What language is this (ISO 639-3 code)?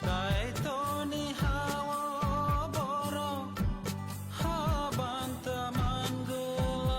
trp